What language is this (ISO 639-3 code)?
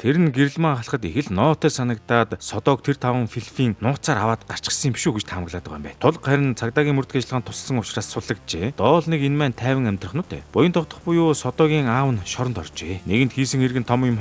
mon